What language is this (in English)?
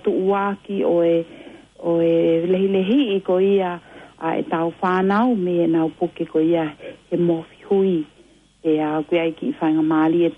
Tongan